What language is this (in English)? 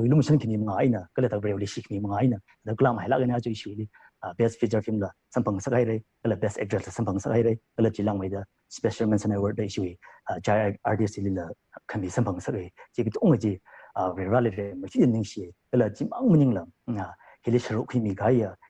Tangkhul Naga (India)